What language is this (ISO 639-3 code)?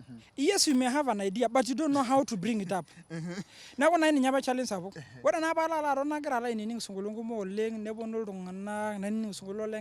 mas